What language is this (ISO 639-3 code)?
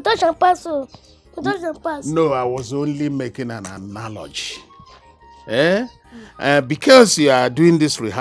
pcm